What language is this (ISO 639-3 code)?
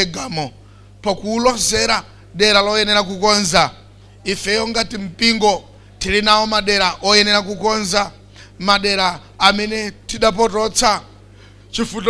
nya